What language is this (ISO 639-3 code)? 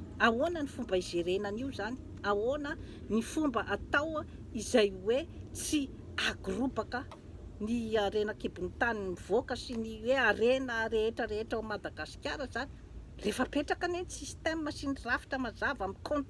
mlg